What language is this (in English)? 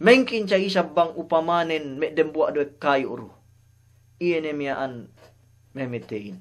Yakan